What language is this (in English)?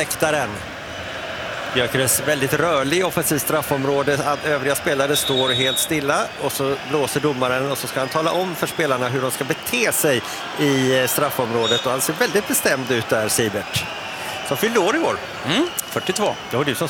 Swedish